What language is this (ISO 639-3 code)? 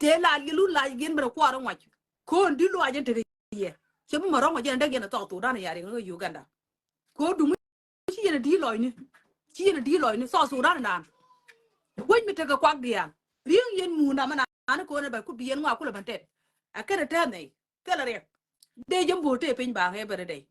nus